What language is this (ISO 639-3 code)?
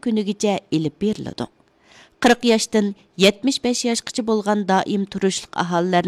uig